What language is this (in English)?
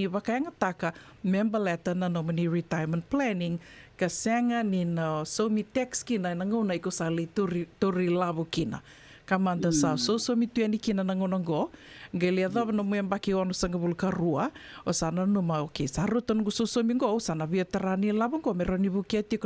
Fijian